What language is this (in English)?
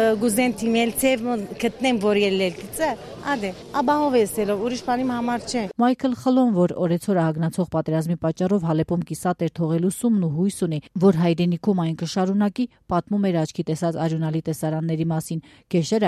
Armenian